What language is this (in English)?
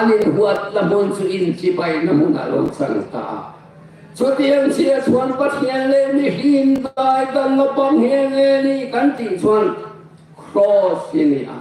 Hmar